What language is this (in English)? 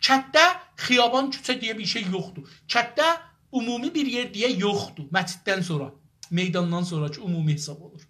South Azerbaijani